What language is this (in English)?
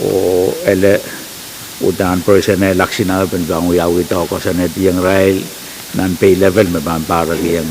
Pohnpeian